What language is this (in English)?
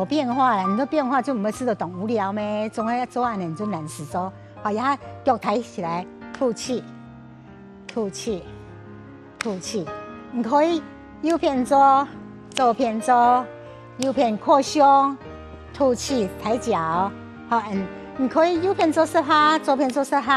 Hakka Chinese